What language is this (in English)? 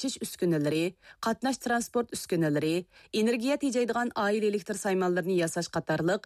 Uyghur